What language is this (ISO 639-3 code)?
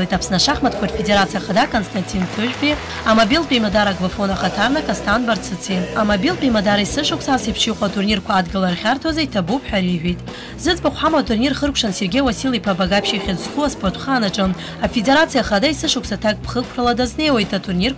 abk